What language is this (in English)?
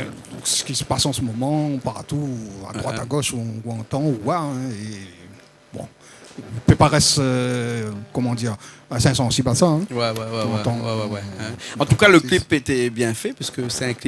Réunion Creole French